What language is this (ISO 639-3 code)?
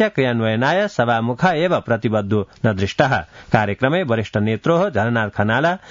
san